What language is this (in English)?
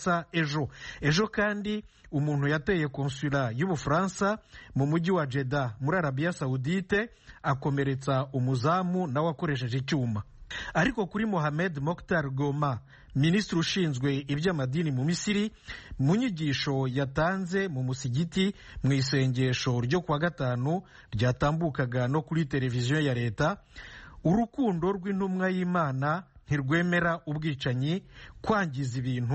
Kinyarwanda